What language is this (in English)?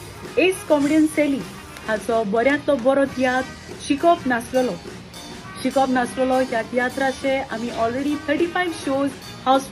Konkani